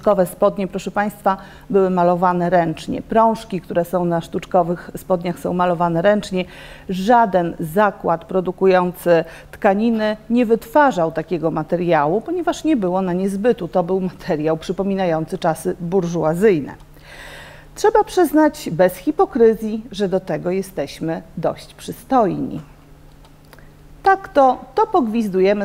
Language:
Polish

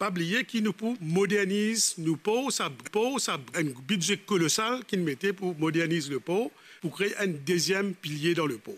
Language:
Morisyen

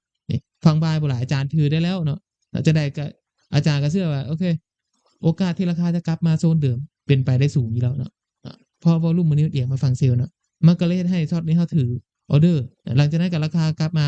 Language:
Lao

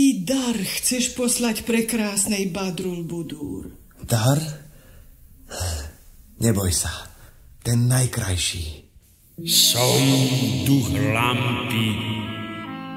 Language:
Slovak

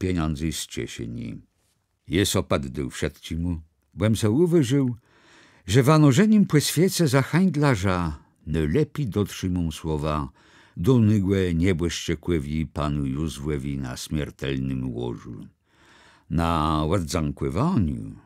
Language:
Kashubian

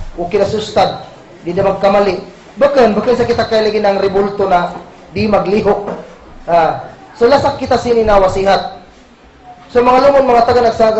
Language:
Kagan Kalagan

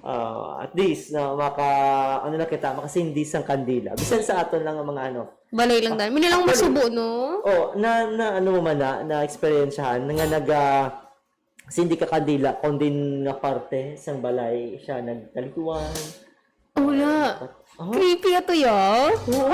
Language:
Hiligaynon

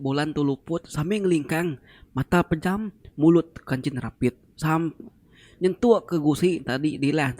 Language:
Iban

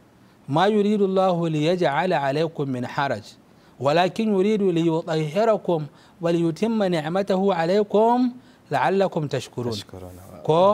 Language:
Hausa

